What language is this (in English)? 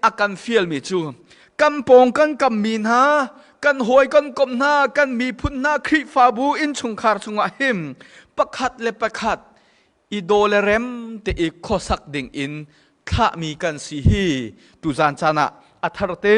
Hakha Chin